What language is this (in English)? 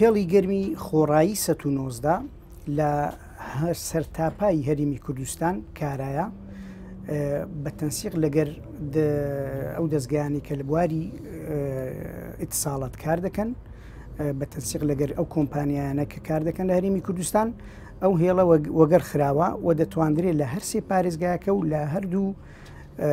Central Kurdish